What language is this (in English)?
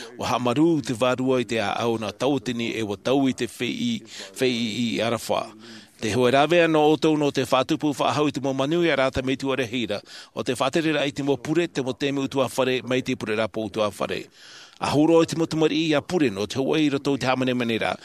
Tahitian